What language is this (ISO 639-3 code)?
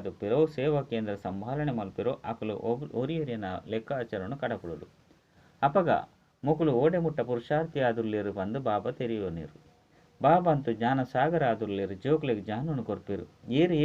tcy